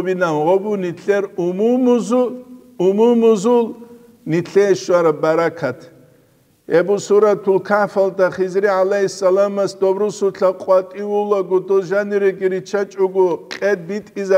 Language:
Avaric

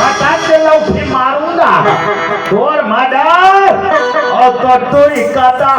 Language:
Chhattisgarhi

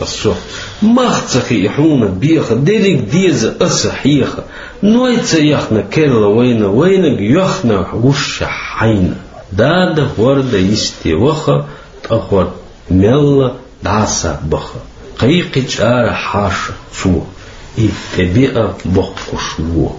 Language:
Chechen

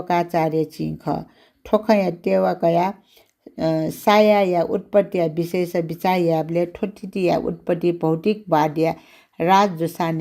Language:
Newari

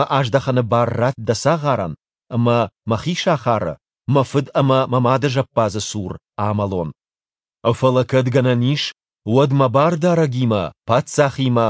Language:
Ossetic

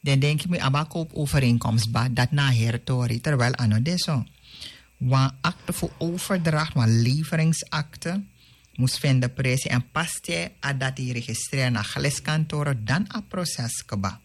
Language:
Sranan Tongo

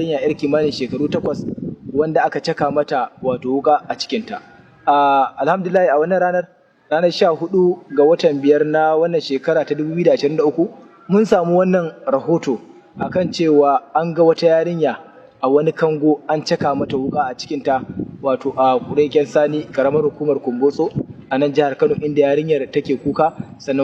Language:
Hausa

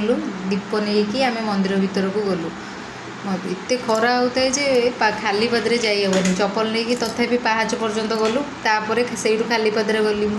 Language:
Odia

